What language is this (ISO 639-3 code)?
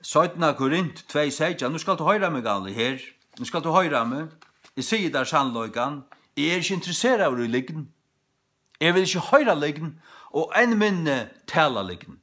fao